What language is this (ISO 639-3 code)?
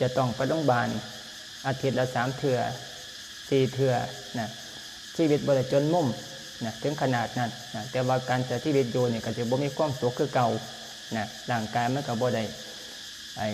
lao